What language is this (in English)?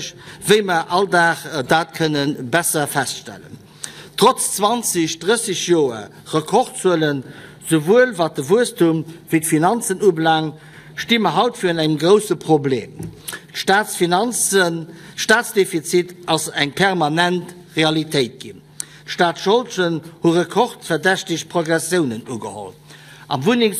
Luxembourgish